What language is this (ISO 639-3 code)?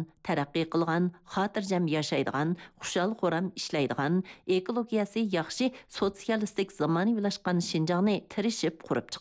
uig